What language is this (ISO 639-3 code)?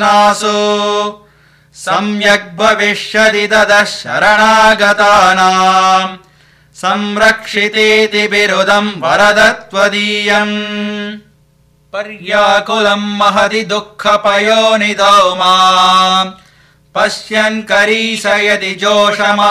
san